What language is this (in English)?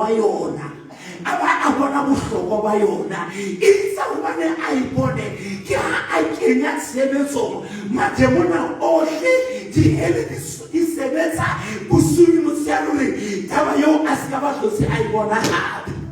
Southern Sotho